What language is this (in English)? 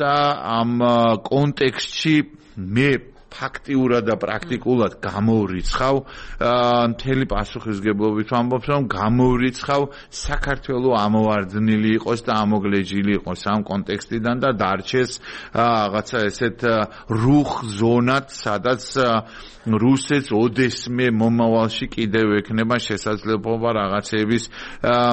Georgian